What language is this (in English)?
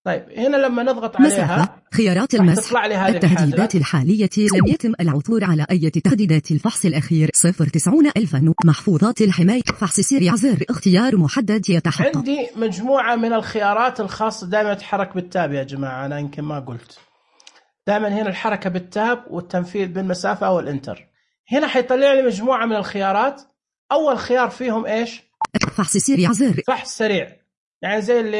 Najdi Arabic